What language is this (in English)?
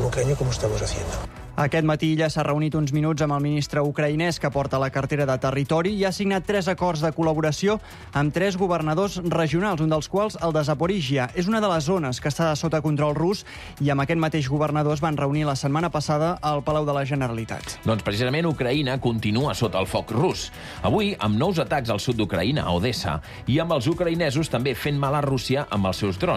Catalan